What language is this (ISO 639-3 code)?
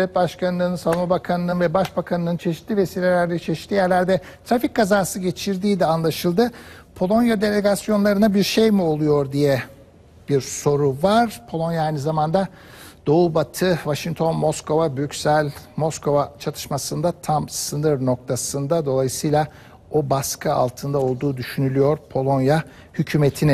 tur